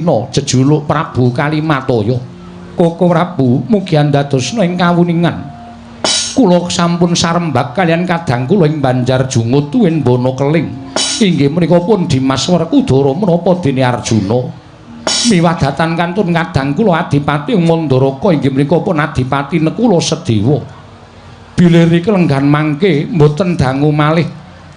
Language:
Javanese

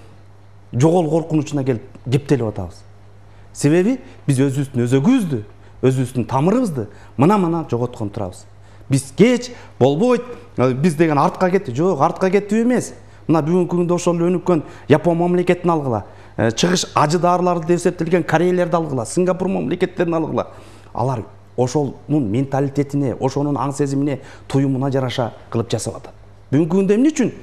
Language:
Kyrgyz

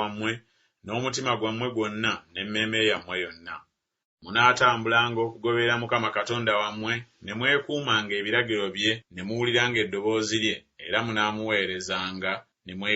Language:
Ganda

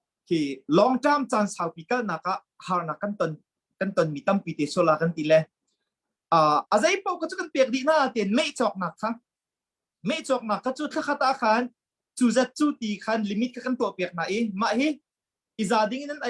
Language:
Hakha Chin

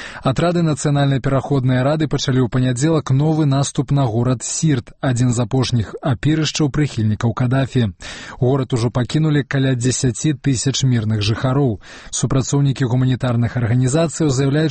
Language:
Belarusian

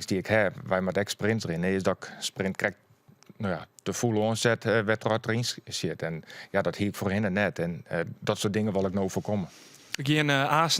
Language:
Western Frisian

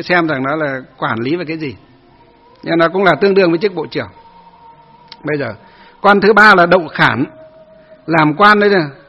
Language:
Vietnamese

